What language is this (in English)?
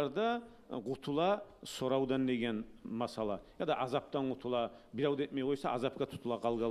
Kumyk